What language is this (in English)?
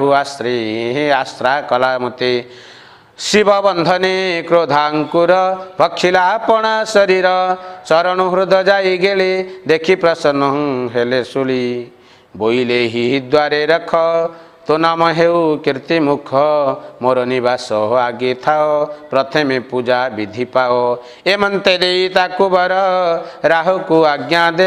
Odia